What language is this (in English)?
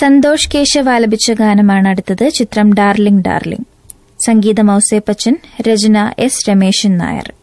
Malayalam